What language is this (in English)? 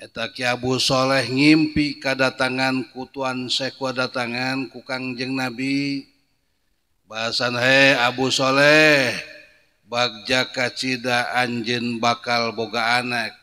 Sundanese